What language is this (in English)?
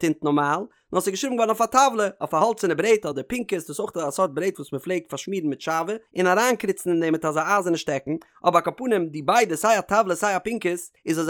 Yiddish